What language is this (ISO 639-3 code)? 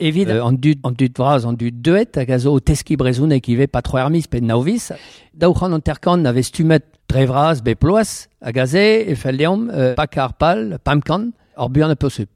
bre